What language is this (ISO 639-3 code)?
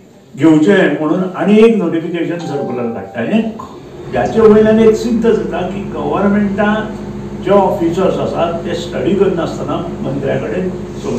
kok